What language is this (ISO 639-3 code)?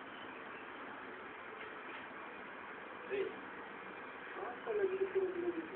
msa